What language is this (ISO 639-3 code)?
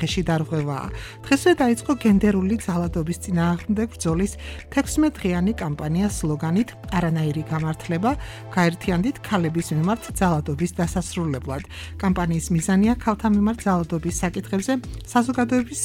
kat